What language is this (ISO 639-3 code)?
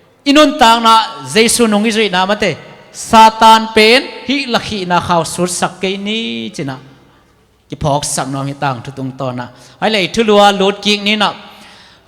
ctd